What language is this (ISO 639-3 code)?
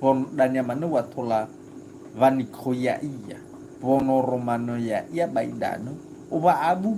nia